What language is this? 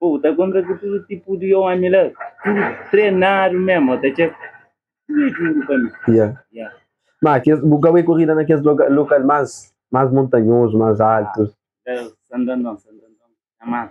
Kabuverdianu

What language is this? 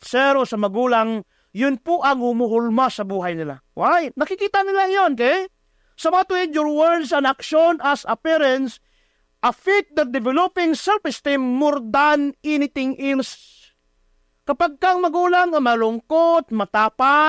Filipino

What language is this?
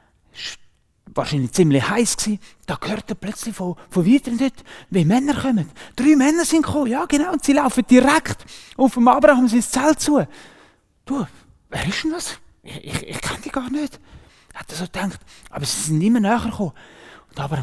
Swiss German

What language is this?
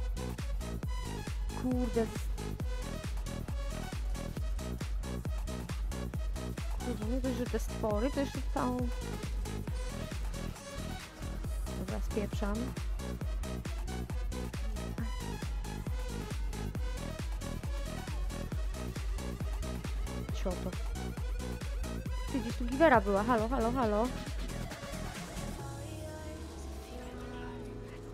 Polish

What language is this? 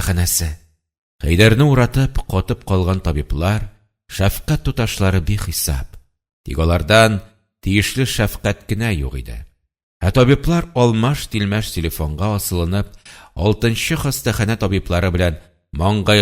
Tatar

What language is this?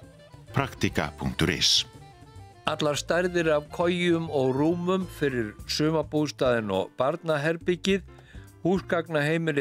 Icelandic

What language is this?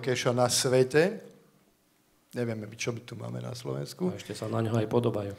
Slovak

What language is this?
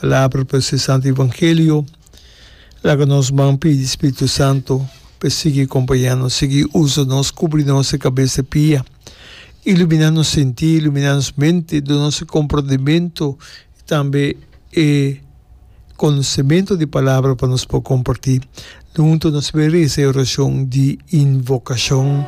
Papiamento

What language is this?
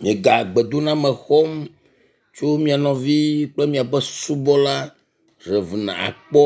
Ewe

